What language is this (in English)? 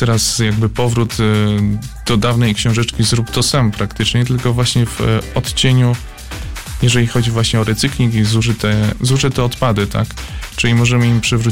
Polish